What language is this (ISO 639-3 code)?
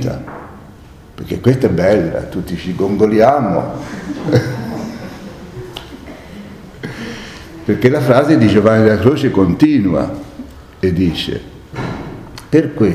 ita